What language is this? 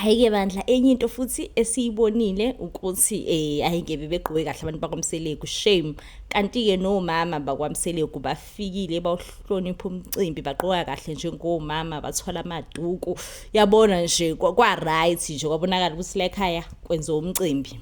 Zulu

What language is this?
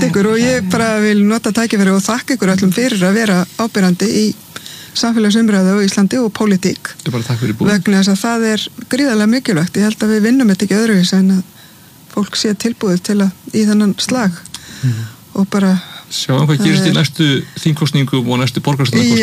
Icelandic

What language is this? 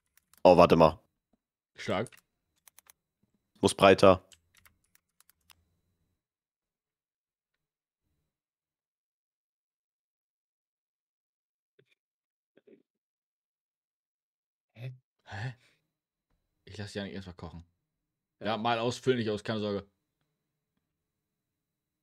German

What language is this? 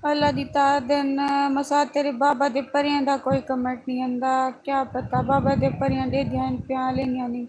Saraiki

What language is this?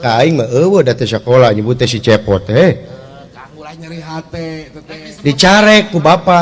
Sundanese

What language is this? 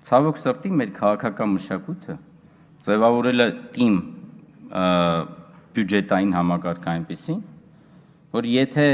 Armenian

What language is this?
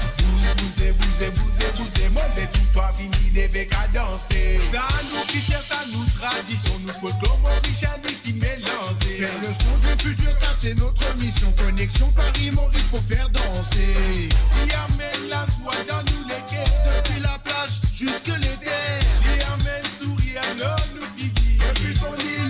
Morisyen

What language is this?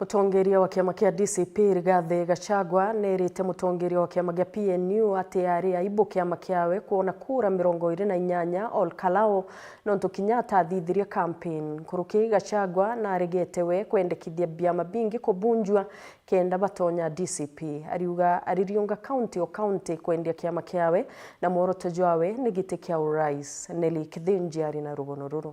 Meru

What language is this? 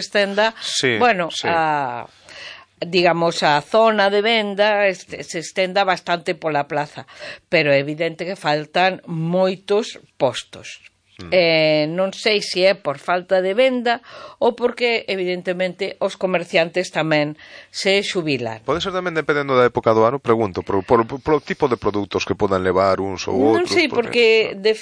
Galician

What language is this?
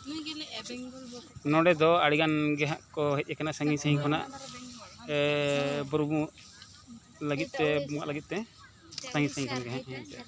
Santali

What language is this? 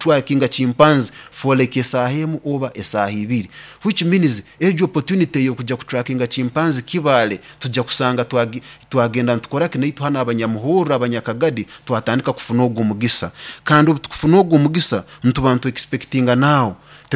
Nyoro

